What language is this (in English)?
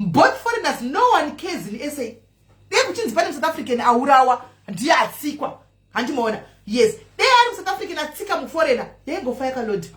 Shona